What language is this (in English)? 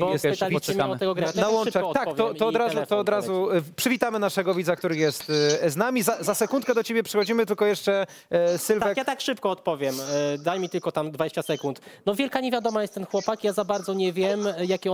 Polish